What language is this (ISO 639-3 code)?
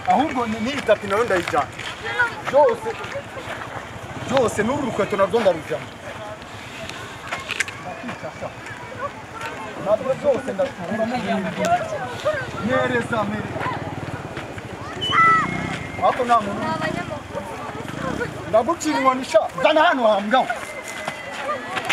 kin